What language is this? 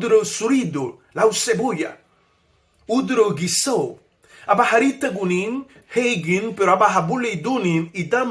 Garifuna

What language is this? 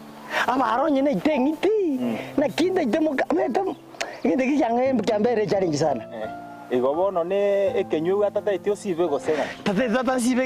Gusii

